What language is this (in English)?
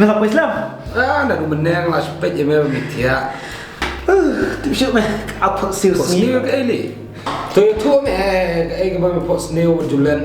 Khasi